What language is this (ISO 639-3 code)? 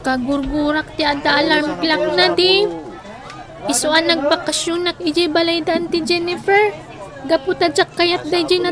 ilo